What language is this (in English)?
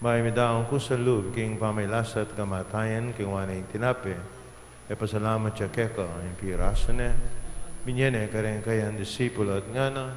Pampanga